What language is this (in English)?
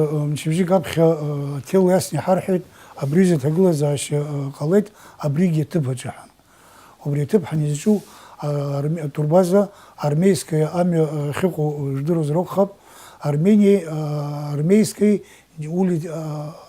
Abkhazian